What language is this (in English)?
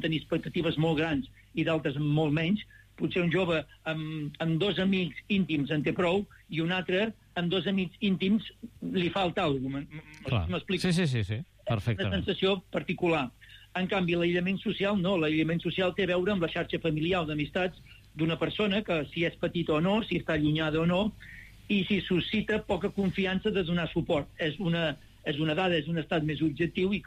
Catalan